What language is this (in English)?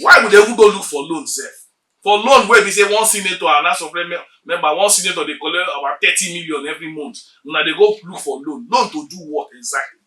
Nigerian Pidgin